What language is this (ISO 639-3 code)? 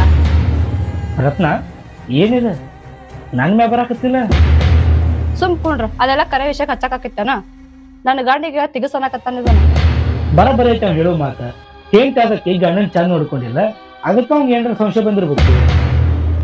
kan